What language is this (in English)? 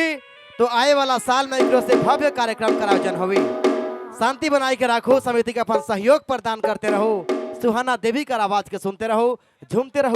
Sadri